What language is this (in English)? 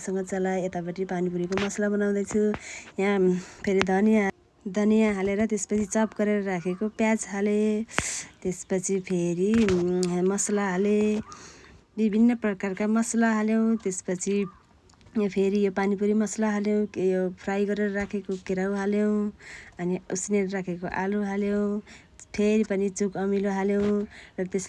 Nepali